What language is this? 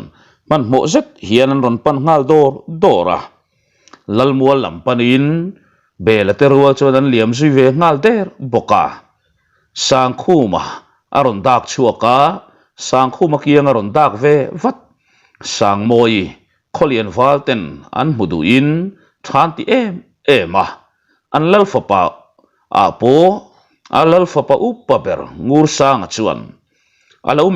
Mizo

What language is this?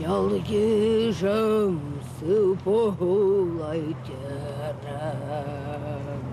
Chuvash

